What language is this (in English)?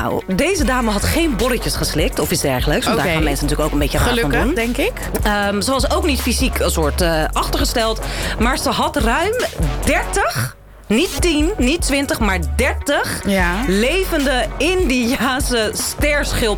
Dutch